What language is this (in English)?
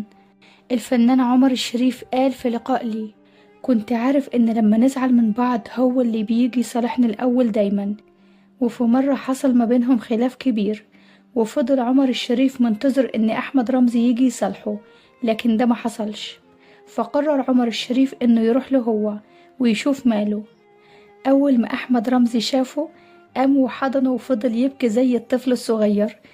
Egyptian Arabic